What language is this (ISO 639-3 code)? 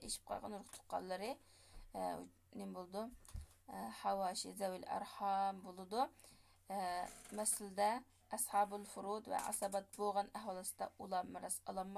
uig